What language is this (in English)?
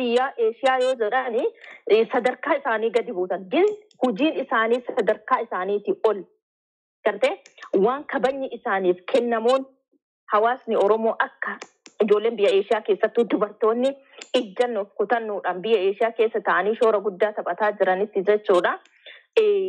Oromo